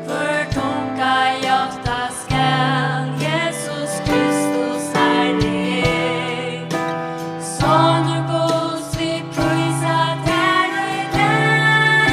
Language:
Faroese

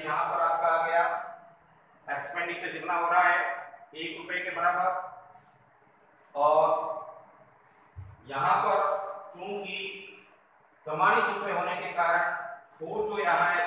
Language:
Hindi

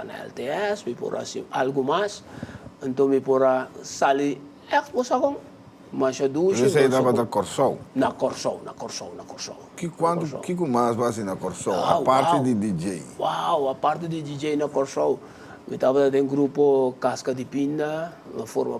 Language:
Papiamento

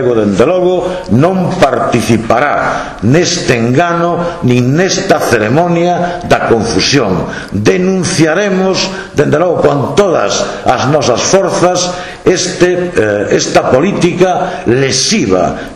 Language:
Galician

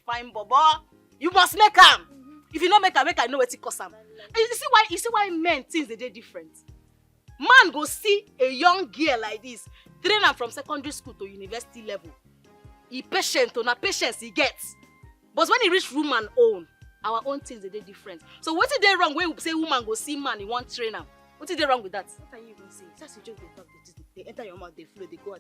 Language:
Nigerian Pidgin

